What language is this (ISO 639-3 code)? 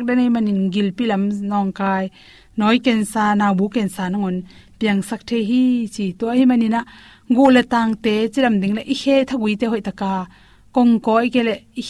ctd